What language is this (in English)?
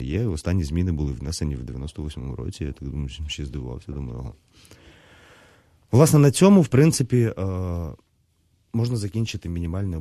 Ukrainian